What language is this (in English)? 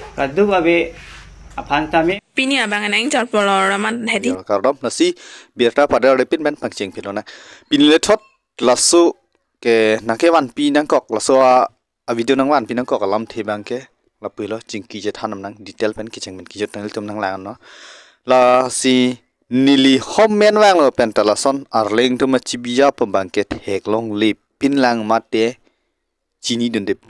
Karbi